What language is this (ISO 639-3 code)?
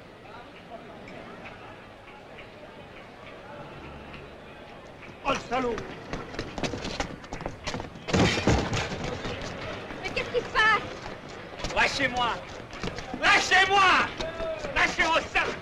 fra